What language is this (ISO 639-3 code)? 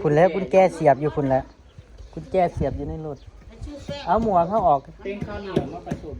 tts